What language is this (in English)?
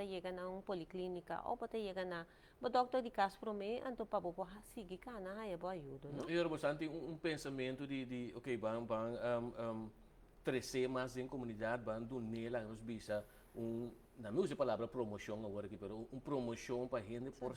Papiamento